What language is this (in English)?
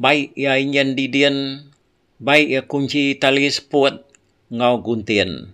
Iban